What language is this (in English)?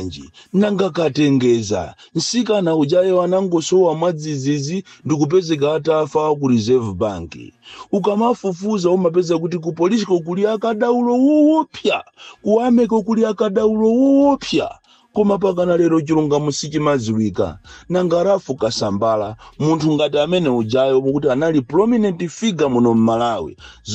Nyanja